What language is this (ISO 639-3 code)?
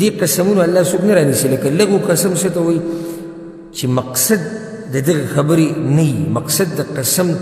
pus